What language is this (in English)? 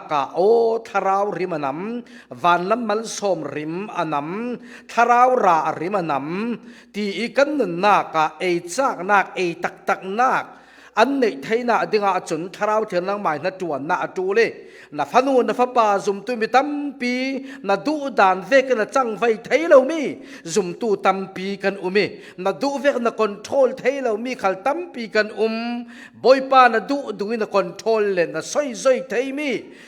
Falam Chin